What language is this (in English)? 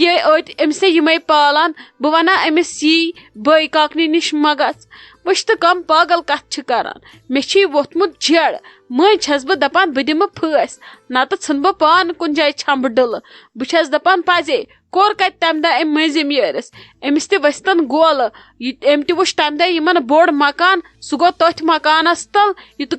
Kashmiri